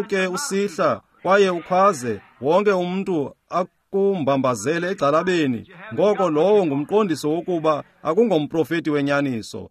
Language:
Xhosa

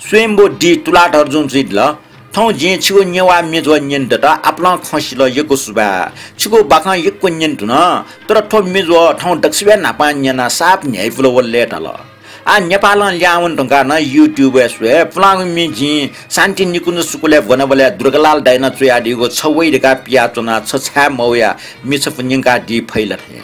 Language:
Newari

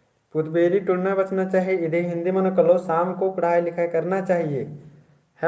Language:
Kurukh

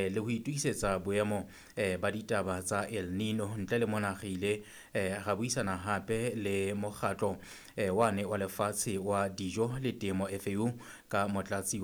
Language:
Southern Sotho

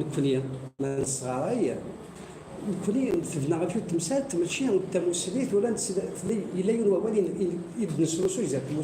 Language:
Kabyle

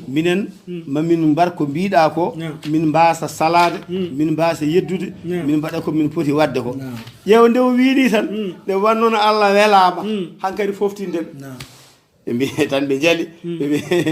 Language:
Fula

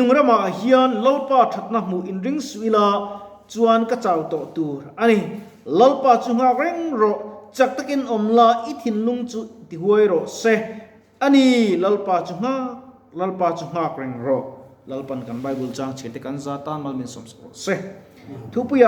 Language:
Mizo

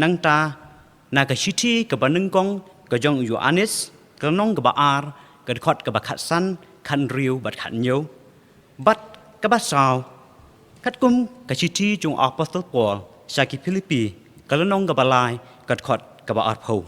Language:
Khasi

